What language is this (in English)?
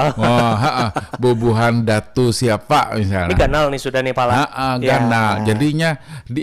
Banjar